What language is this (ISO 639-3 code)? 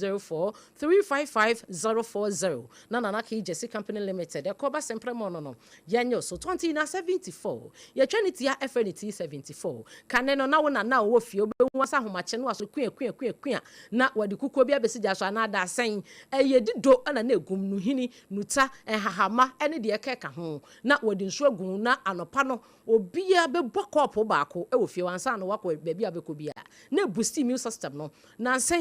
aka